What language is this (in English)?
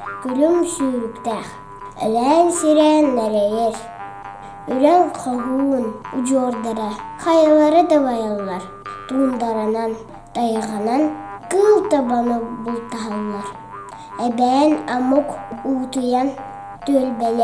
Yakut